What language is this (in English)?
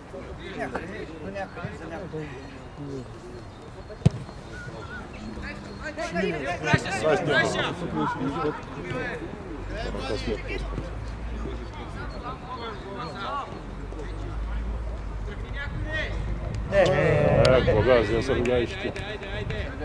Bulgarian